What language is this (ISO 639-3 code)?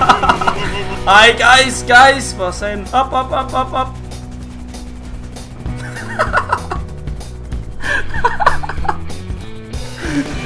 dan